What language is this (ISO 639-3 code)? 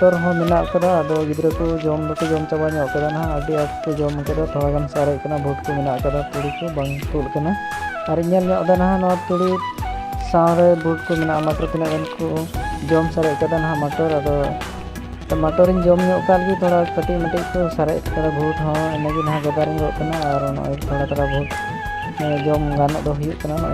sat